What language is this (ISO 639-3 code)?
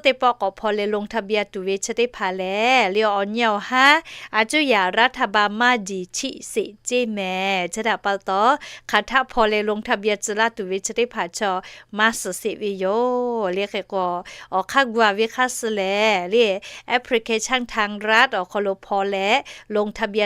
lhu